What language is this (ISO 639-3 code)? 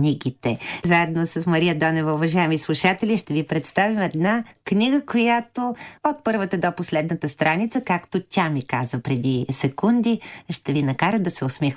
bul